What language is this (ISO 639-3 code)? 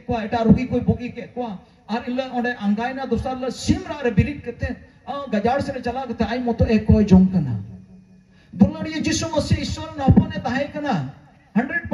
sat